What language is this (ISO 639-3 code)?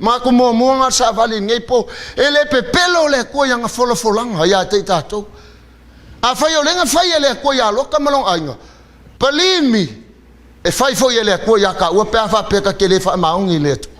smo